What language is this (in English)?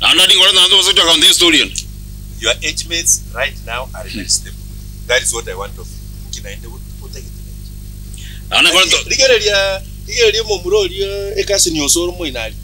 Gusii